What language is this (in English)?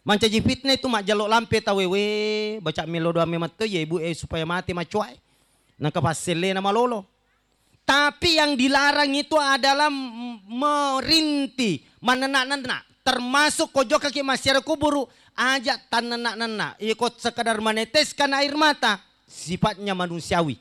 Buginese